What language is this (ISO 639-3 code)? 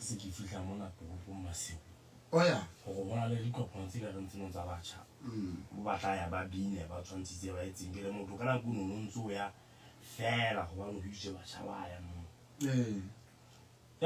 sot